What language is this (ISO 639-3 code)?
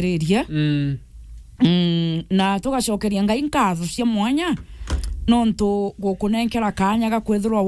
mer